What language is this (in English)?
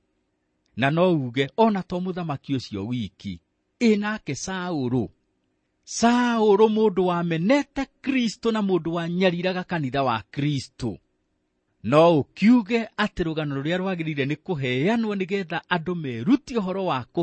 Kikuyu